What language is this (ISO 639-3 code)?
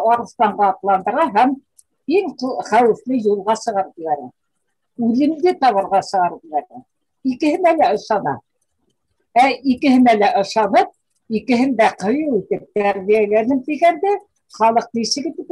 bak